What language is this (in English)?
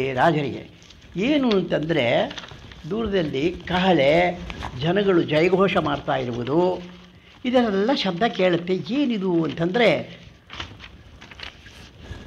Kannada